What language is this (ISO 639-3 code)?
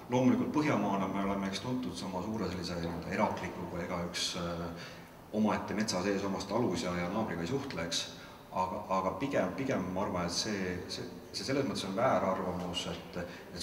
est